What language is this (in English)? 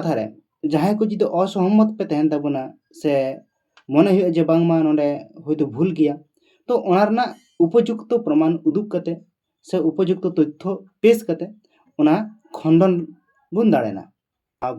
Santali